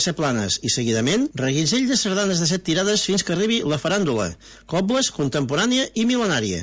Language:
Catalan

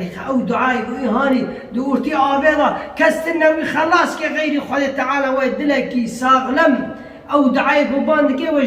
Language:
Kurdish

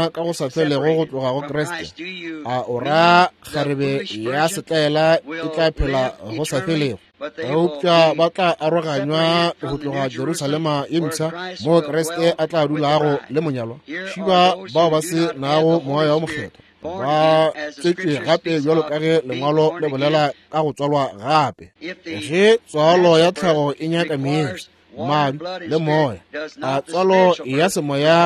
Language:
Northern Sotho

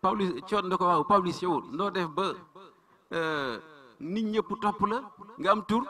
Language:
Wolof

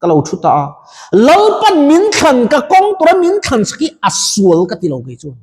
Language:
Mizo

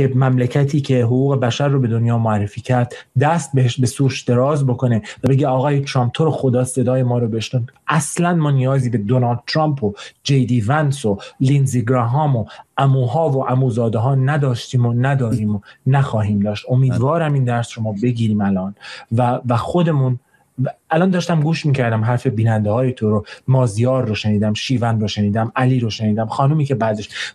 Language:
Persian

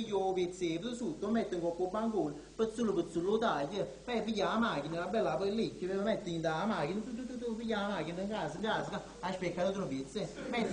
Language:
Neapolitan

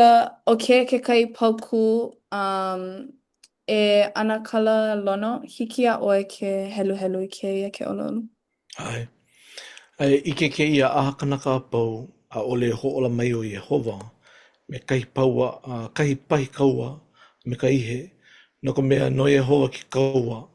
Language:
Hawaiian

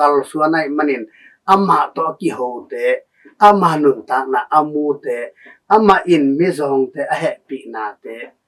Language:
Tedim Chin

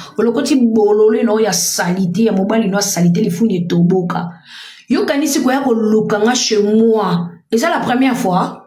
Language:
Lingala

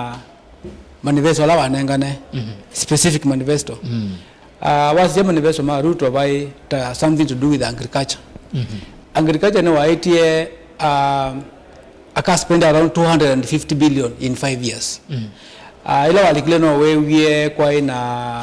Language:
Kamba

